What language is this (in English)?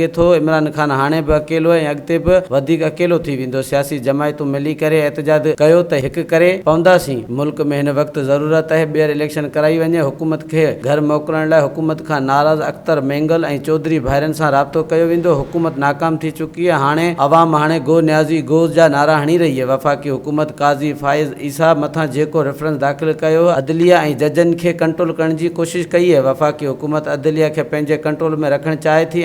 Sindhi